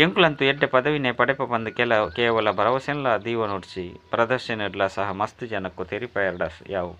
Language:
Tulu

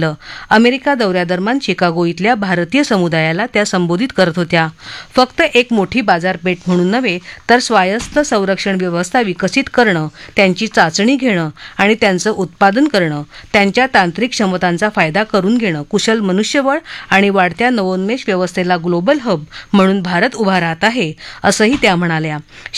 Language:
Marathi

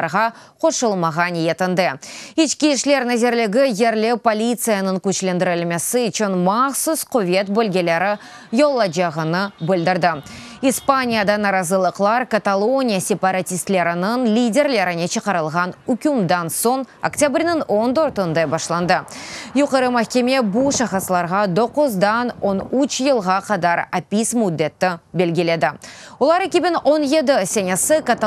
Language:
Crimean Tatar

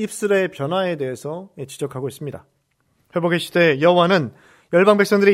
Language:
Korean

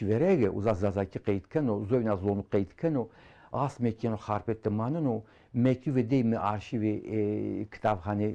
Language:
Zaza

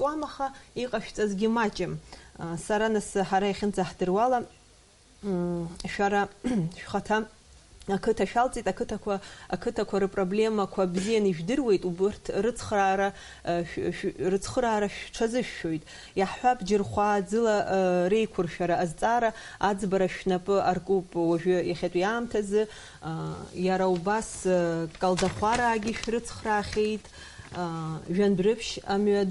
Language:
Abkhazian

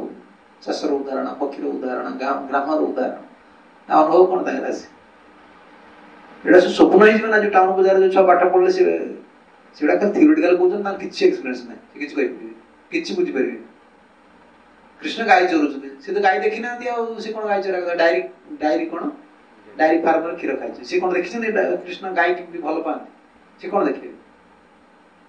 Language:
Odia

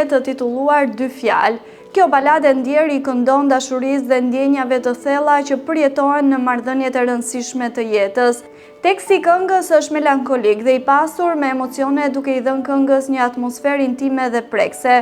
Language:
Albanian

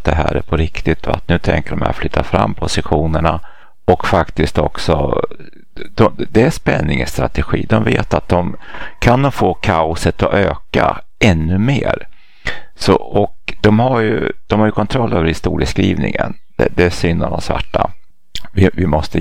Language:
Swedish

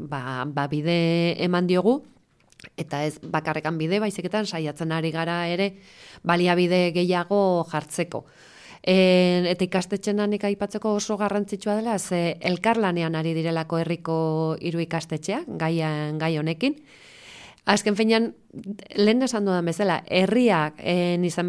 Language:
Basque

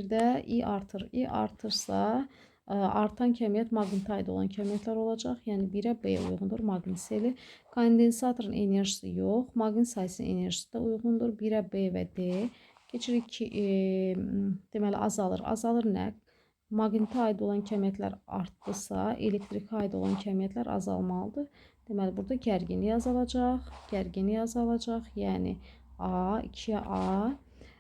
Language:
Azerbaijani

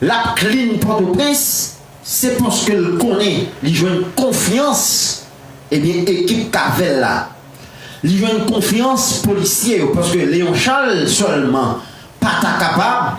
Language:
Haitian Creole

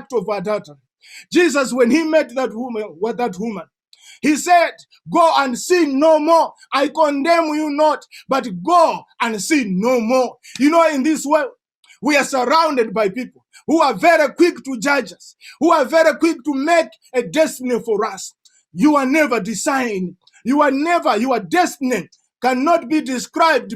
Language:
English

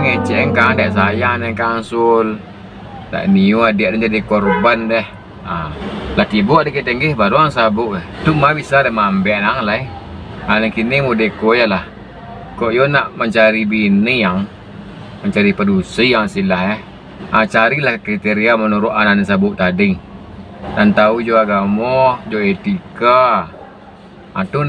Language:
Minangkabau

